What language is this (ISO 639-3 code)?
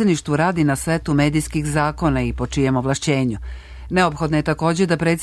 srp